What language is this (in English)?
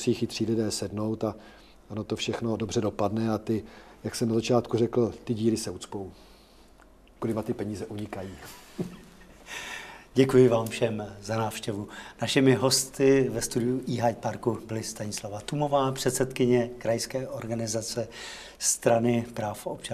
Czech